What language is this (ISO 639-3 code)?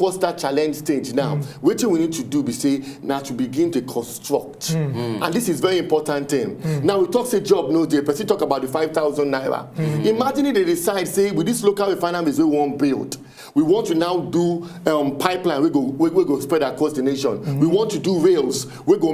pcm